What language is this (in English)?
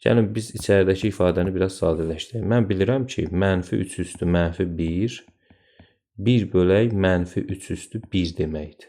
Azerbaijani